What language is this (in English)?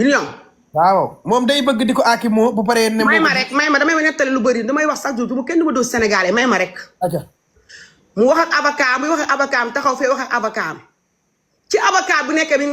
Wolof